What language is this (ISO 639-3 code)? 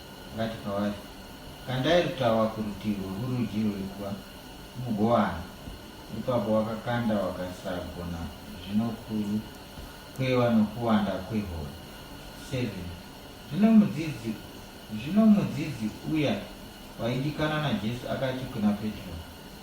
sna